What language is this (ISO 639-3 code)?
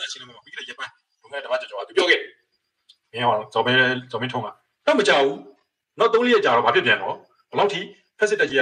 mya